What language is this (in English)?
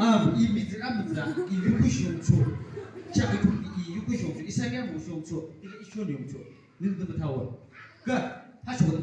Yimchungru Naga